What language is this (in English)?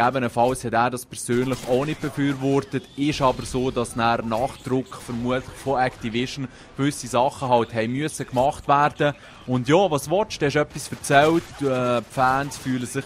Swiss German